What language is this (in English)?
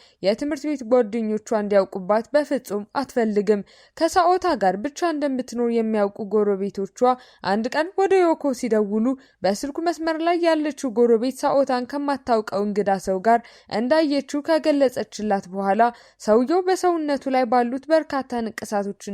Amharic